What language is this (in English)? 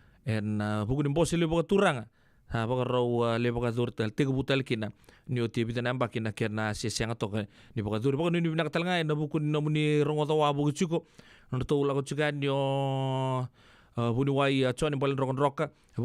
Fijian